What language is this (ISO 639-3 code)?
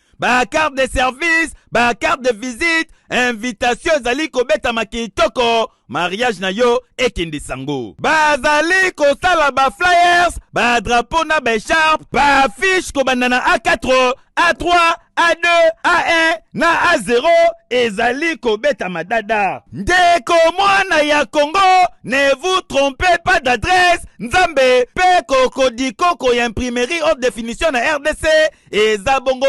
lin